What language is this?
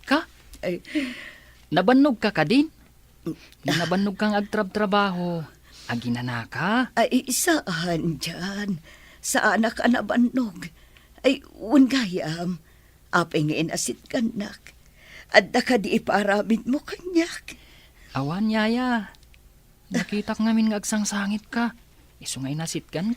Iloko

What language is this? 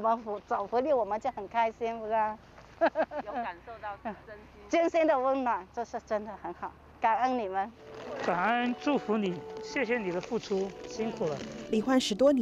Chinese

